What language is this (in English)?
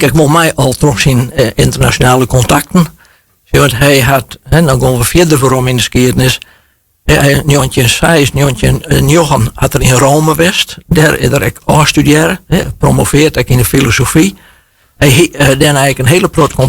Western Frisian